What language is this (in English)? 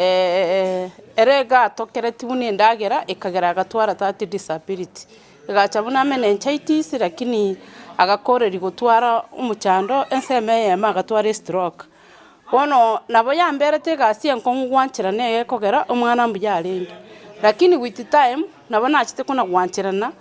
Gusii